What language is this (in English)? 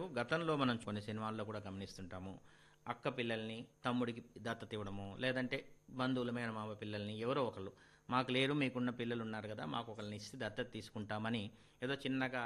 Telugu